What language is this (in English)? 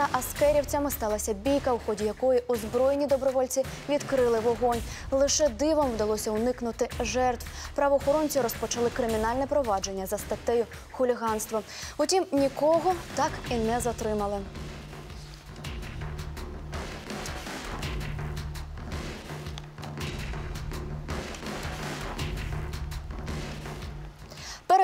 Ukrainian